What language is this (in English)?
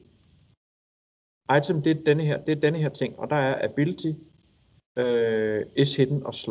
Danish